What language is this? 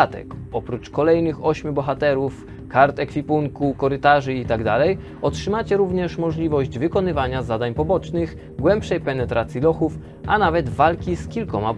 Polish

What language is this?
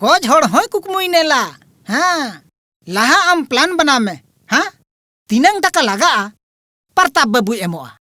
Santali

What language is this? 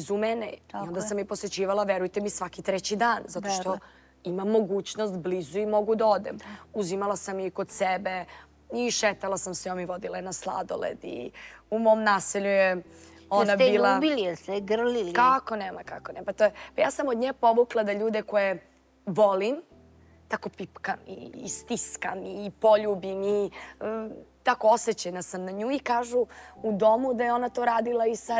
Serbian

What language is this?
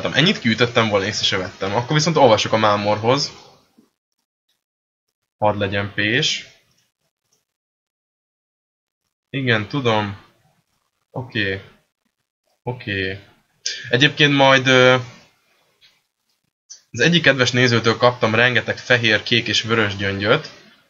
Hungarian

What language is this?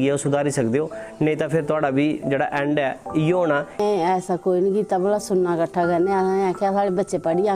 Dogri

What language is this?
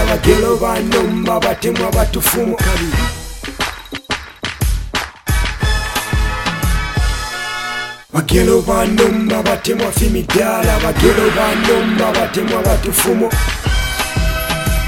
Bemba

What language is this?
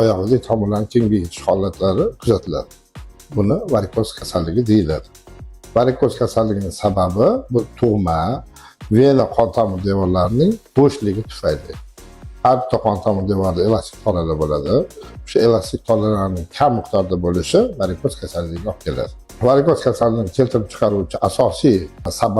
Uzbek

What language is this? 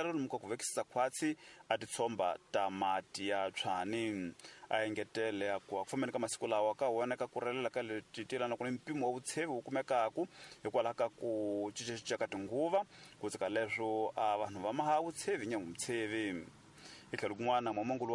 Tsonga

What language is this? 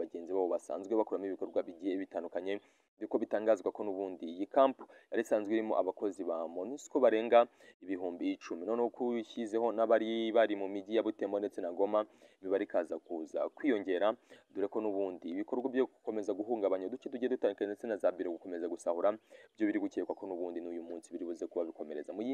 Kinyarwanda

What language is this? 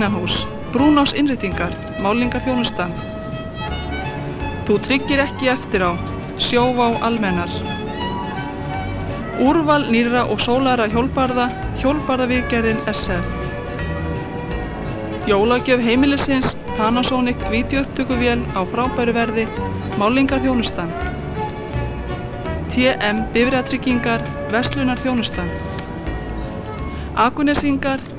Icelandic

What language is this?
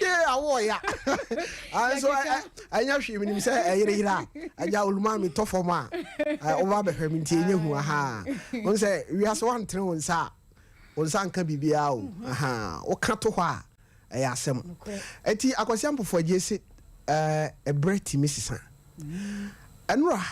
Akan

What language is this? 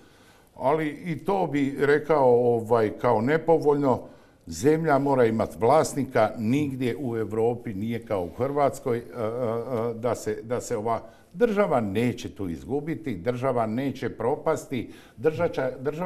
Croatian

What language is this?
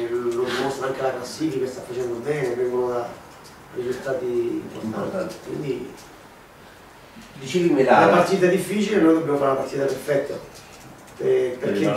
Italian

